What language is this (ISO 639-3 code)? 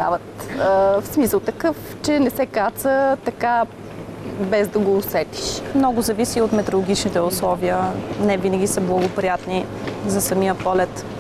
bul